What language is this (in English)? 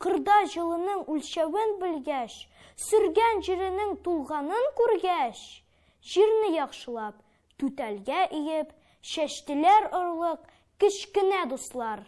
Tatar